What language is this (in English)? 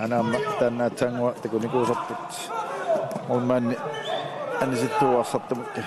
Kalaallisut